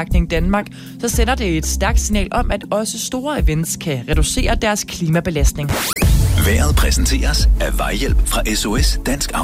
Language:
Danish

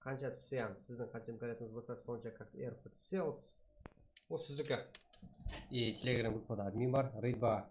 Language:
Kara-Kalpak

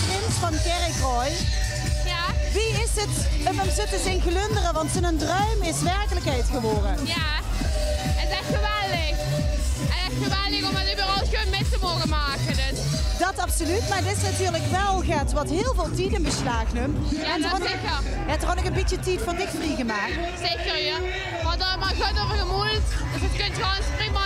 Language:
Limburgish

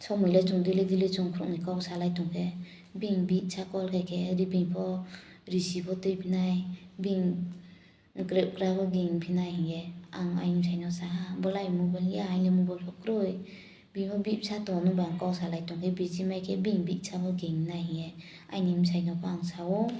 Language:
Riang (India)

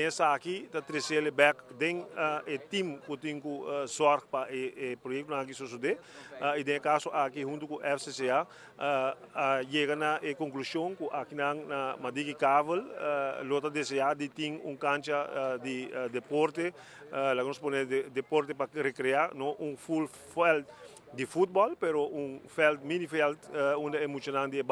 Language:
Papiamento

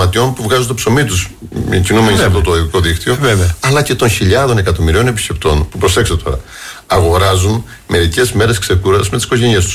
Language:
Greek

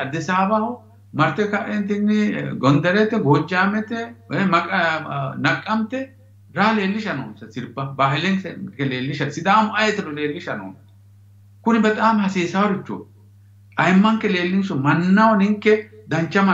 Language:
Sidamo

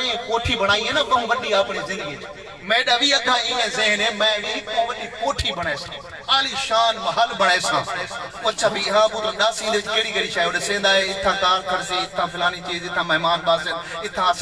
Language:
Saraiki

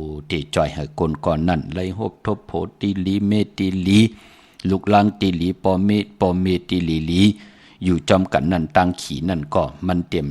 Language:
Shan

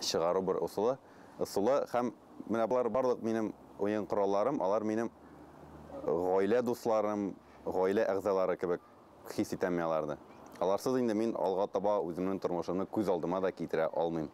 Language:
Tatar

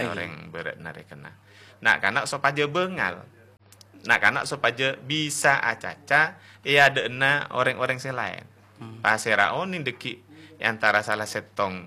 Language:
Madurese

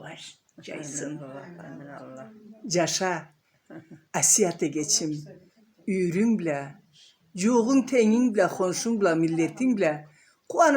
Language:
Karachay-Balkar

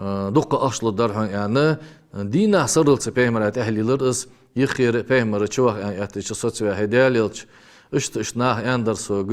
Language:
Ingush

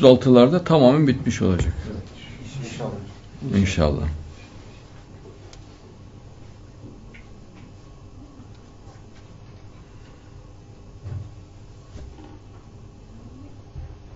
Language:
Turkish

